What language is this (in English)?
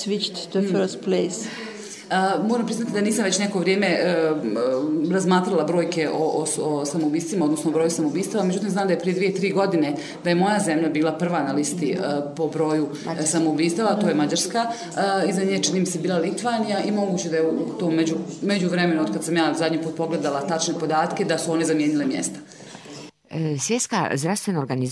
Bosnian